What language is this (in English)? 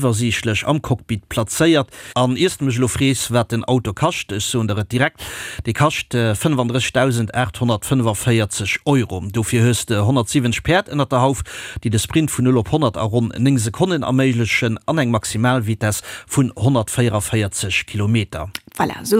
Luxembourgish